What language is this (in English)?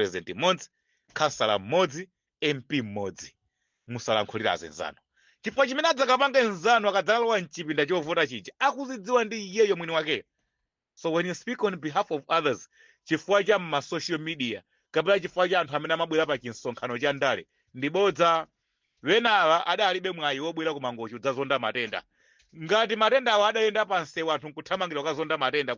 Nyanja